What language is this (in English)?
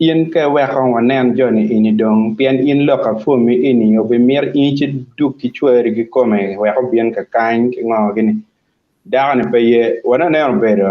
Acoli